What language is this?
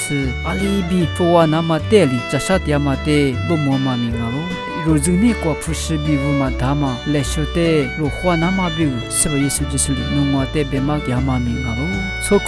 Lisu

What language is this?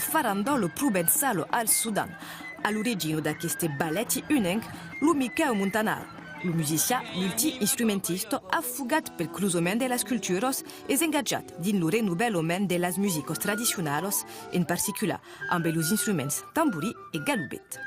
Occitan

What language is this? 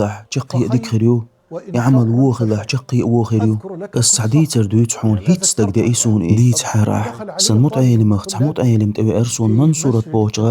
Chechen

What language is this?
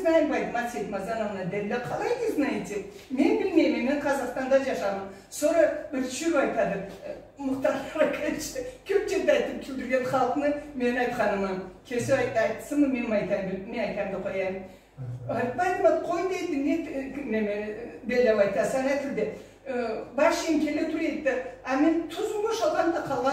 Karachay-Balkar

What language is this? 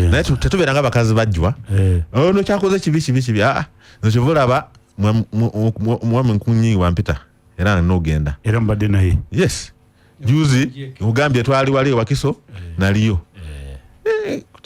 Ganda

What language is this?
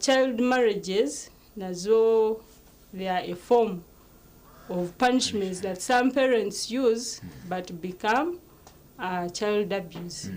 Nyankole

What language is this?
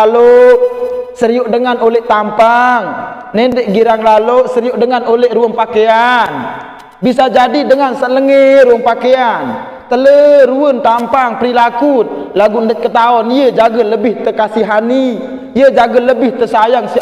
Sasak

